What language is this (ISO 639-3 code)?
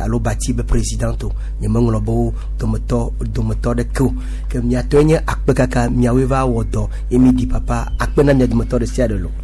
gej